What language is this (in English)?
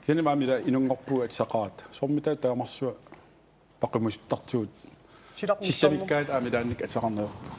Kalaallisut